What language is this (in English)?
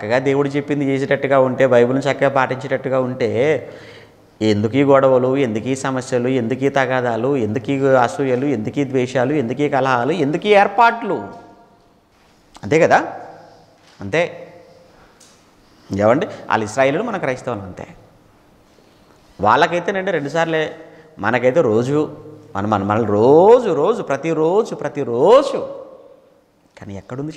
Telugu